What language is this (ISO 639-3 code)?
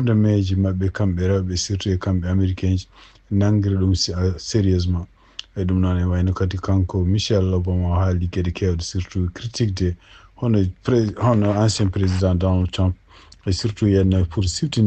ful